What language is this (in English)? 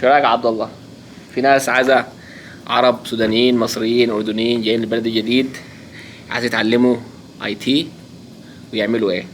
Egyptian Arabic